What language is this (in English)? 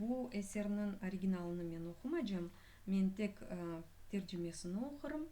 Crimean Tatar